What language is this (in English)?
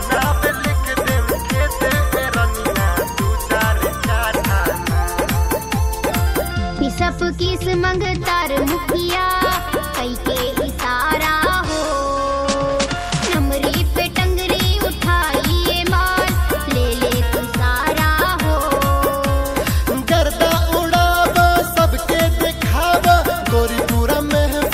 Bhojpuri